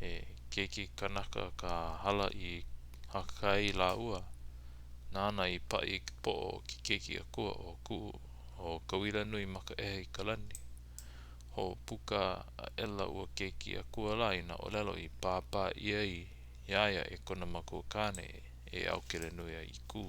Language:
Hawaiian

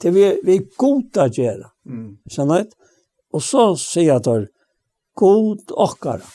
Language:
Faroese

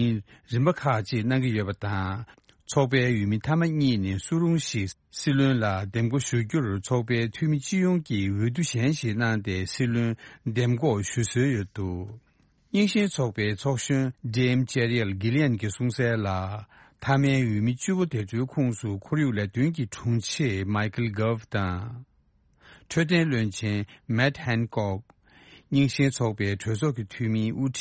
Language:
Tibetan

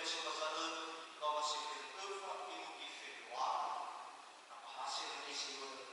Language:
Nias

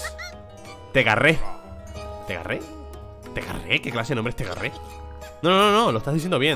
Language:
Spanish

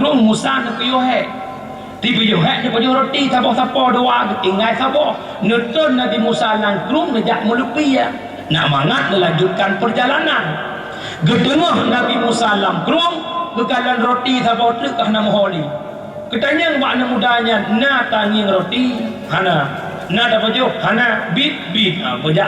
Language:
Achinese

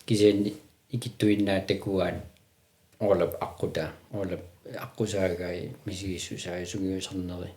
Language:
Kalaallisut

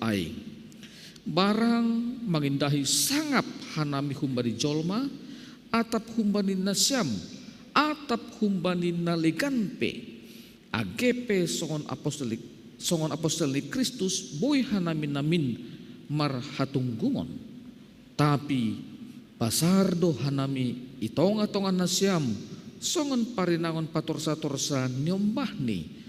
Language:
Batak Simalungun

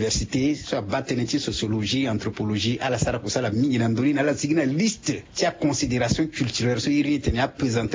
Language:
Sango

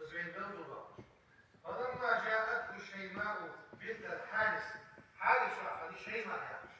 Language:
Ingush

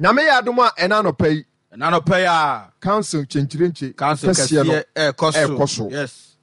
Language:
Akan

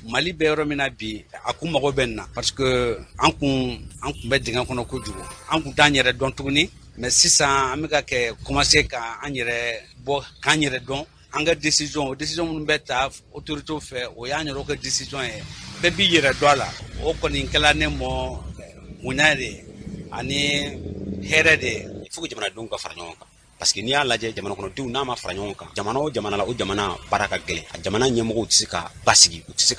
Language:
Bambara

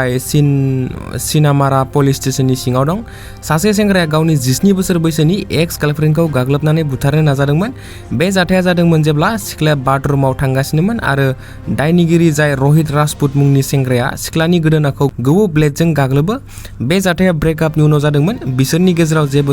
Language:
Bodo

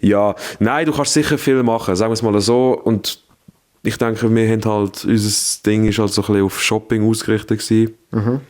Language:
Swiss German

